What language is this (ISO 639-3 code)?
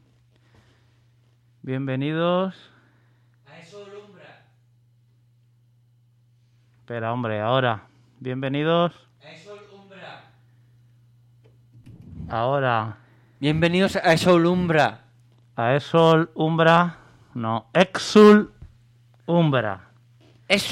spa